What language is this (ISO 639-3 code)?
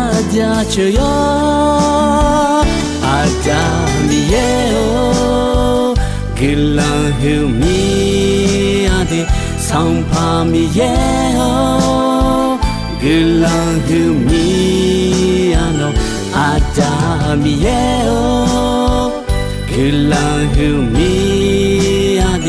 ahk